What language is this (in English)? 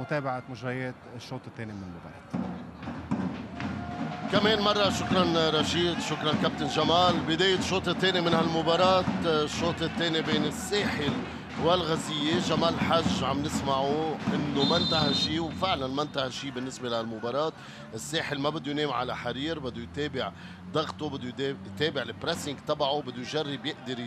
North Levantine Arabic